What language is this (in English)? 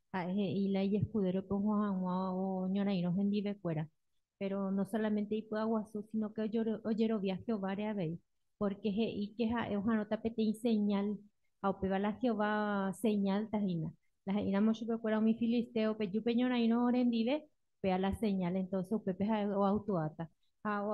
Guarani